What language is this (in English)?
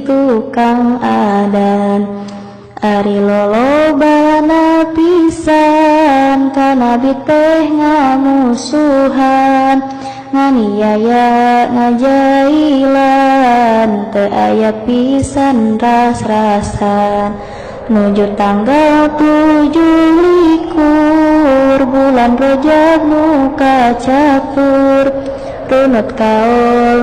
Sundanese